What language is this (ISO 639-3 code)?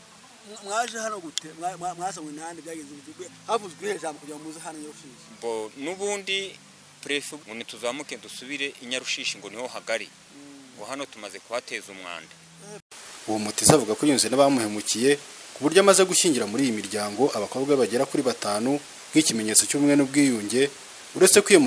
kin